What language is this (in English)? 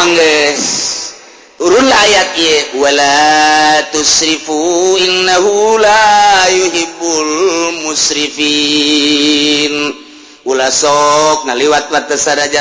Sundanese